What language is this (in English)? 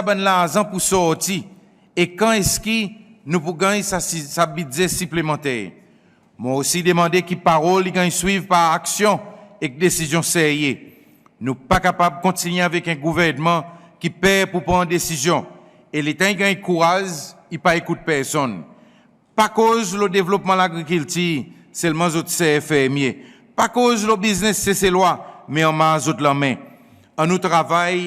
Seselwa Creole French